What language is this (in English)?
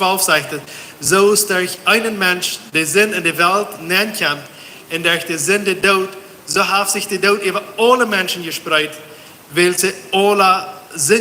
Plautdietsch